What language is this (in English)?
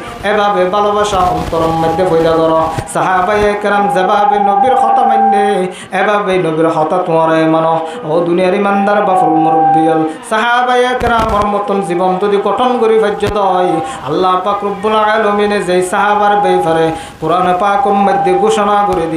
Rohingya